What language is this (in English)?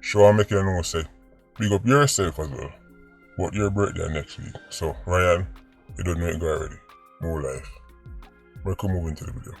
Jamaican Creole English